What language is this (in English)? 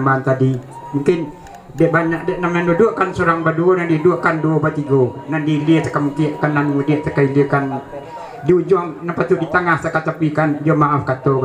Minangkabau